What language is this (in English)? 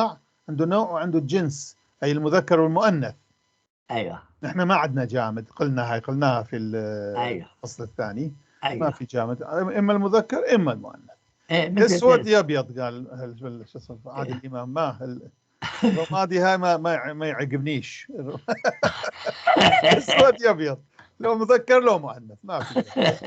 North Levantine Arabic